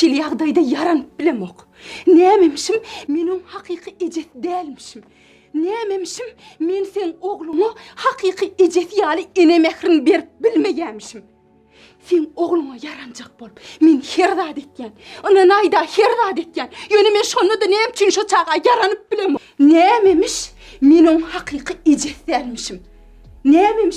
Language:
Turkmen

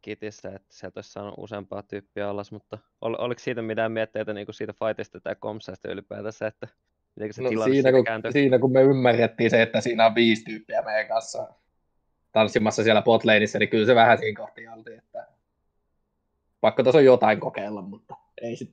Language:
Finnish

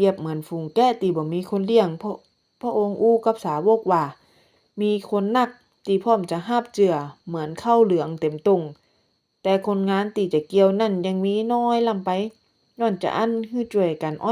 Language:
Northern Thai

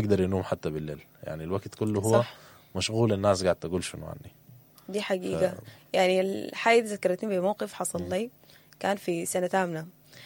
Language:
Sudanese Arabic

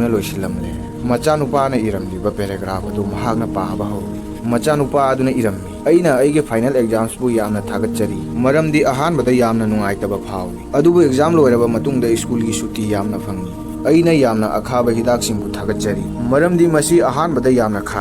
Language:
Manipuri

